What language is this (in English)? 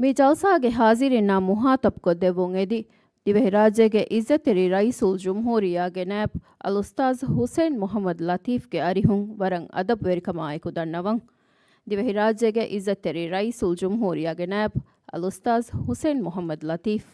Divehi